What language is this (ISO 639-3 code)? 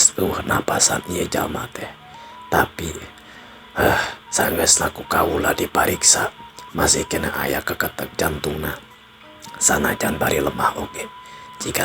sun